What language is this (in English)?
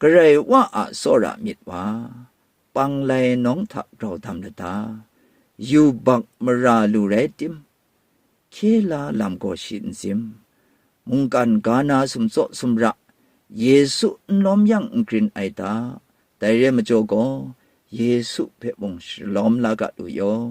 Kachin